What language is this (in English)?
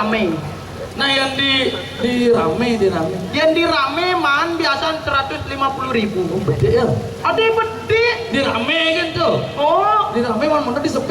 Balinese